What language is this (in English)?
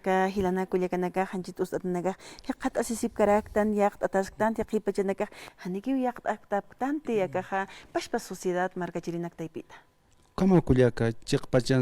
Aymara